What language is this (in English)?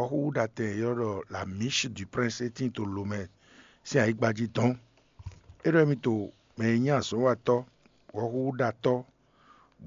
Fon